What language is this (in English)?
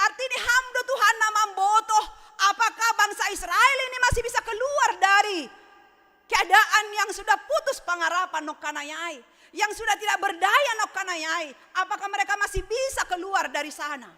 Batak Simalungun